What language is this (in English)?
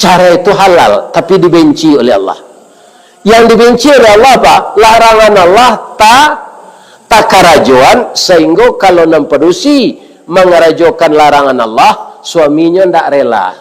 Minangkabau